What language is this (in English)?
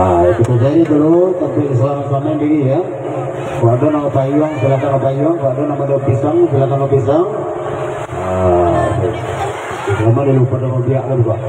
Minangkabau